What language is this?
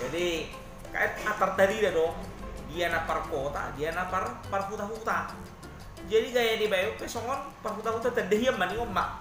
Batak Toba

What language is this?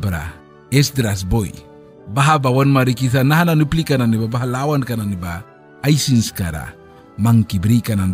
Mískito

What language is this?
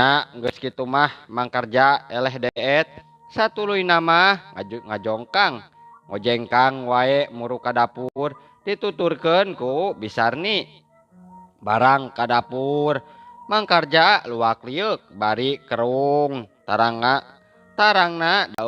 Sundanese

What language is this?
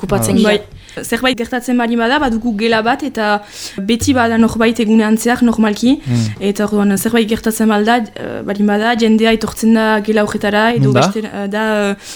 Basque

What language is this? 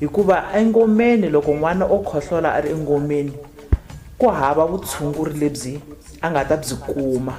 Tsonga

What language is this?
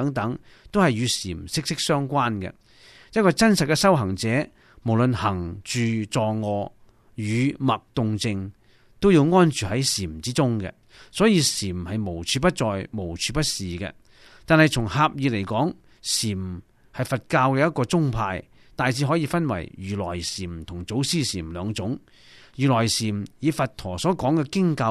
Cantonese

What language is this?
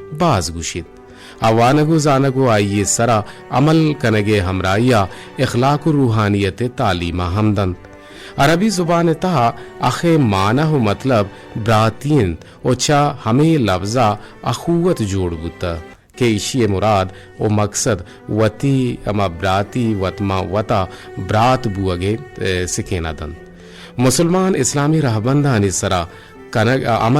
Eastern Balochi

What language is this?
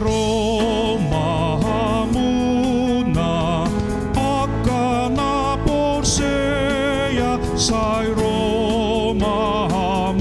Batak Toba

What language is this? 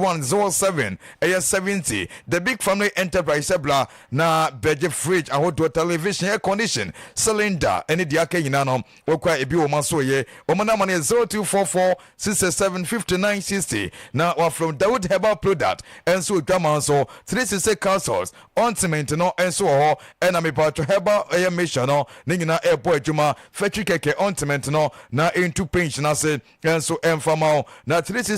Akan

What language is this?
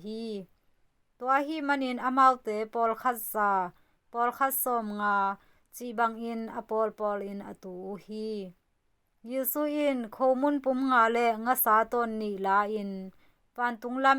Tedim Chin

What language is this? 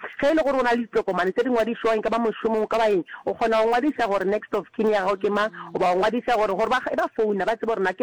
Northern Sotho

